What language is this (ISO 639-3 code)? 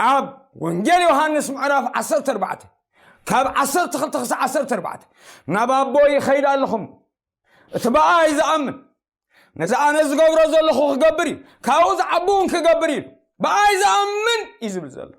tir